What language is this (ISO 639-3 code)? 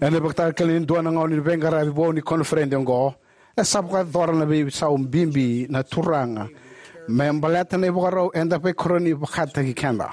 fij